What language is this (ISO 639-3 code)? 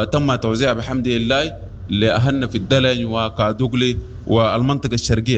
apd